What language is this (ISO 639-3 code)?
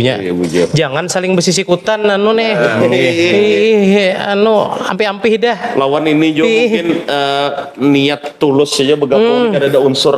bjn